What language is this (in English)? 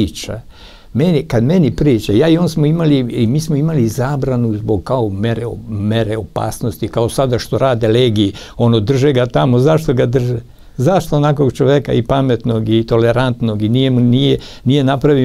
Serbian